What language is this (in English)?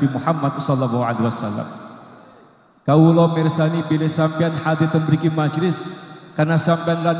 Javanese